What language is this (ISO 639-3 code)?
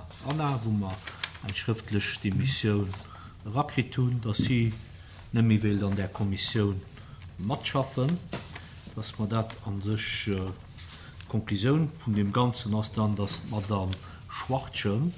ltz